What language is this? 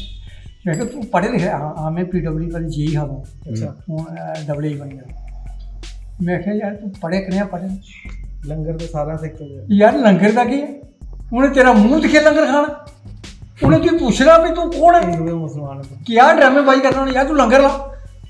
Dogri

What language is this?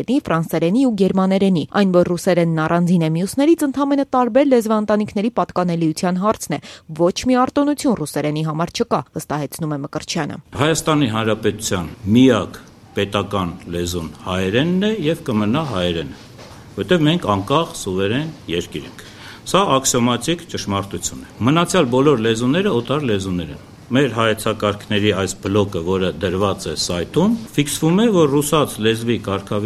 Armenian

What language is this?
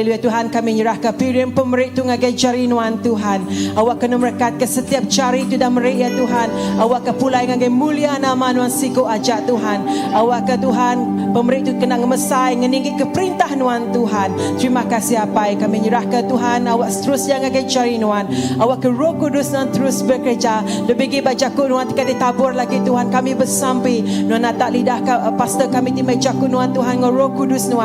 Iban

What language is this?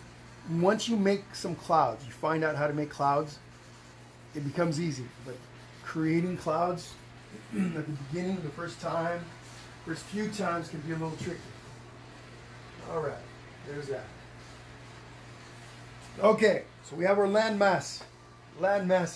English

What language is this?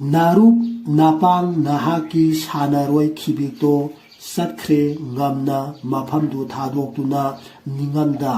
Manipuri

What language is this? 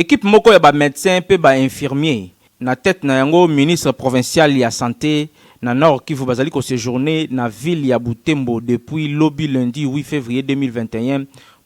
Lingala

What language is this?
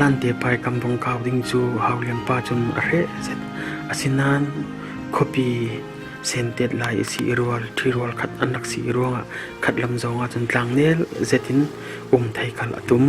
Falam Chin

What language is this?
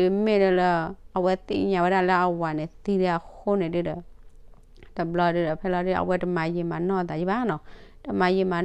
S'gaw Karen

